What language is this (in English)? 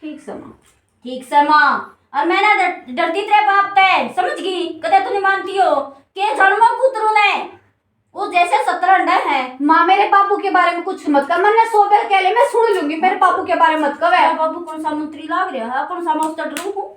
Haryanvi